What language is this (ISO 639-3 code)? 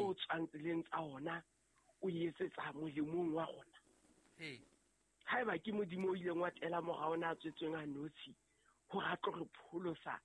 sot